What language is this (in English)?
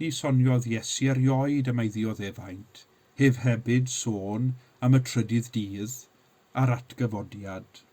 Welsh